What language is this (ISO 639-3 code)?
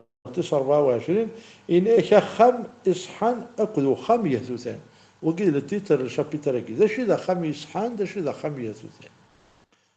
kab